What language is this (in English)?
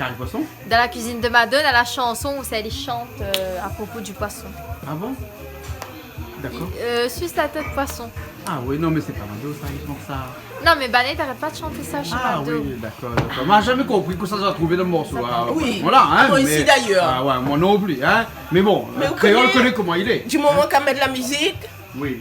Réunion Creole French